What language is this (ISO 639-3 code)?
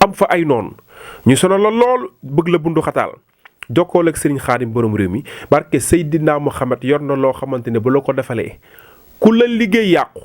wol